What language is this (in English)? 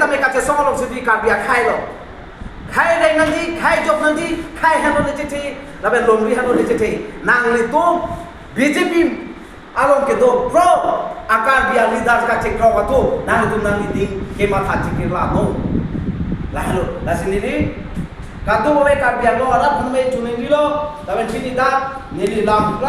Karbi